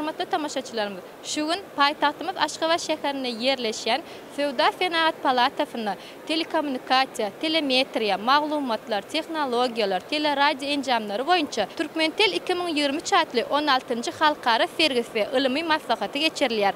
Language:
Turkmen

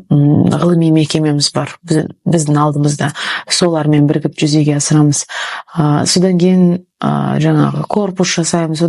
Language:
Kazakh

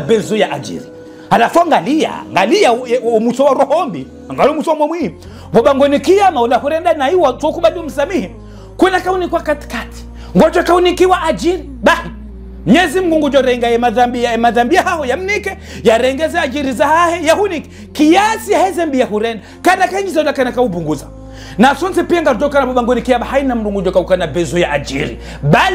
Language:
Ngazidja Comorian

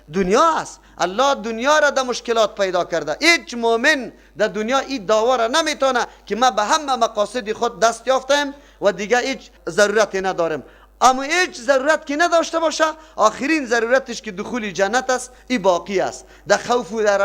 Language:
Persian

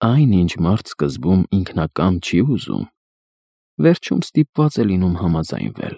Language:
Armenian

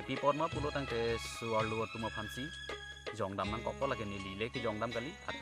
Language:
Karbi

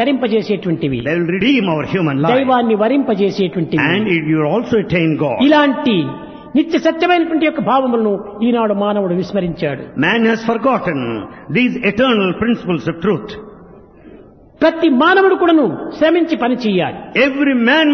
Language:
Telugu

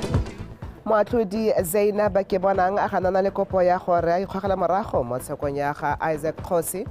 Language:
Tswana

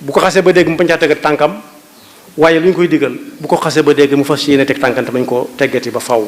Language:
Wolof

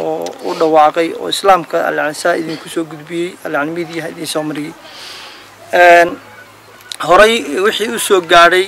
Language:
Somali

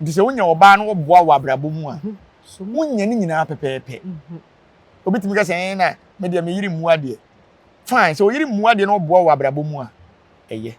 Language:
Akan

